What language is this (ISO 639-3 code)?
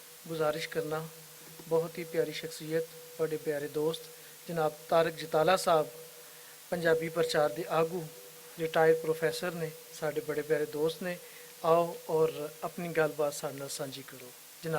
lah